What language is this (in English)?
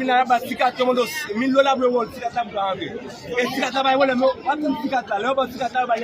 Haitian Creole